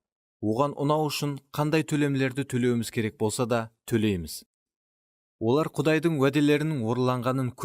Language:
Kara-Kalpak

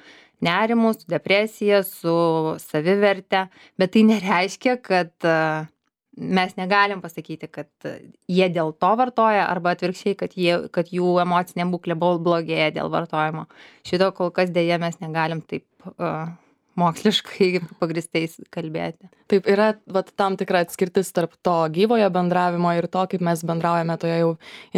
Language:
Lithuanian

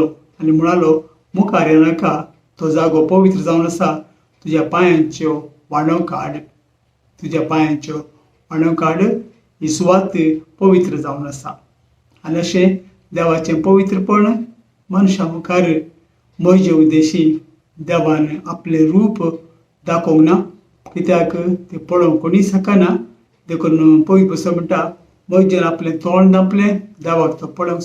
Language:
Konkani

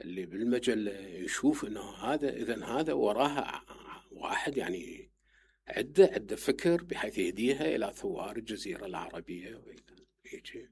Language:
Mesopotamian Arabic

